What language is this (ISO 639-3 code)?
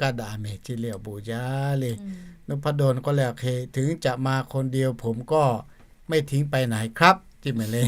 lhu